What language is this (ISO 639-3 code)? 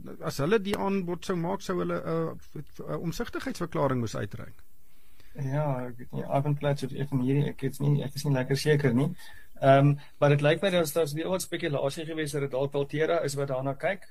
afr